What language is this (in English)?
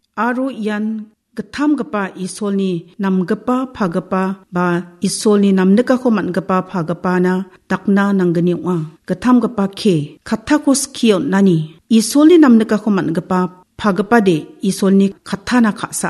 Garo